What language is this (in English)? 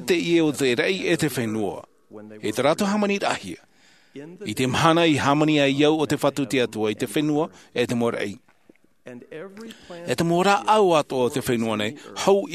Tahitian